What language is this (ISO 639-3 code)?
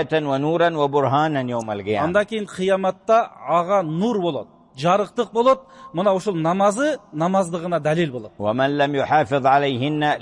kir